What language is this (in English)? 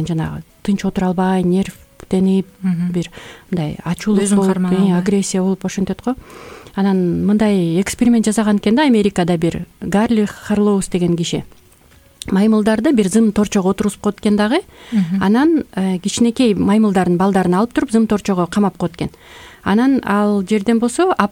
Kyrgyz